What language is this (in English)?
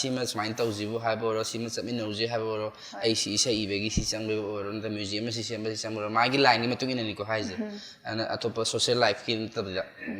Manipuri